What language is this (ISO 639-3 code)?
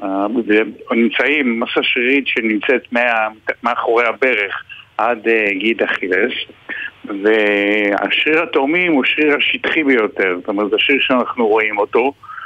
heb